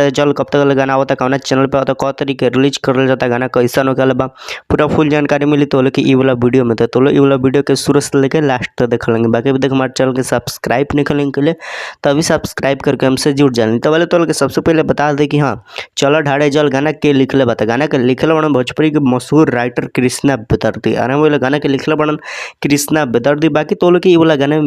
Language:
Bhojpuri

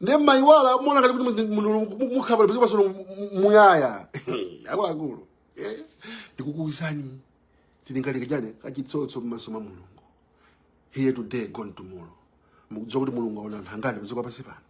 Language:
Nyanja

